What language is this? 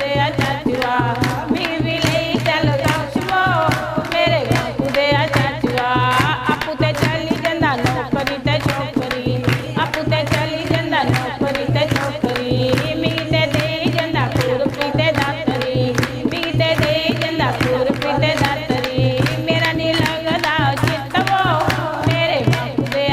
Dogri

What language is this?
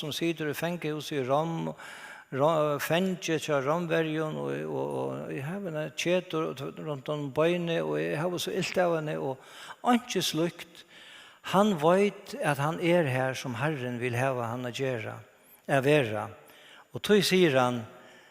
Faroese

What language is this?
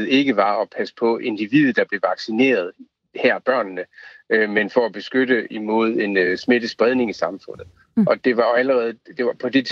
Danish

